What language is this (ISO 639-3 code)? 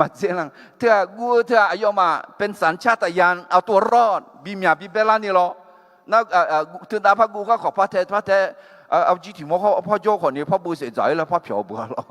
ahk